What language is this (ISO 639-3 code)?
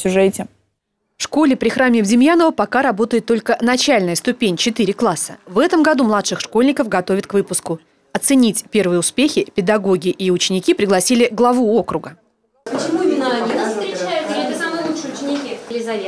rus